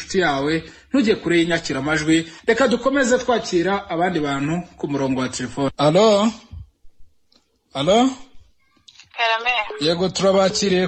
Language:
Kinyarwanda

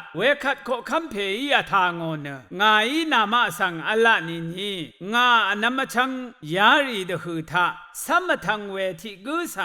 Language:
Rawang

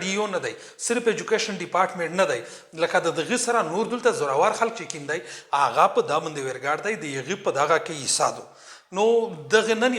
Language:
Pashto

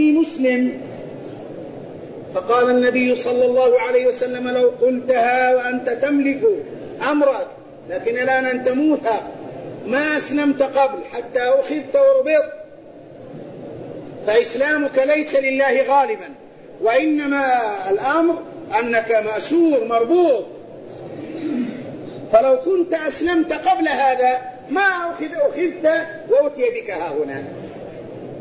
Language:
Arabic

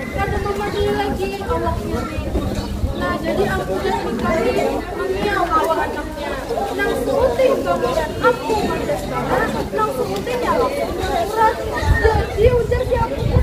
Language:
Banjar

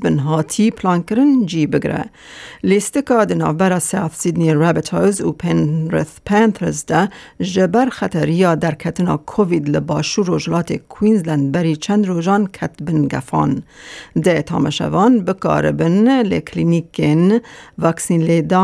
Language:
Kurdish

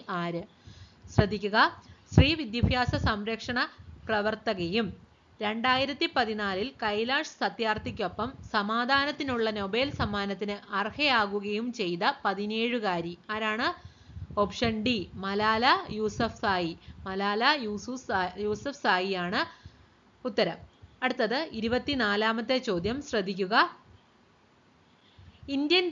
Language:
Malayalam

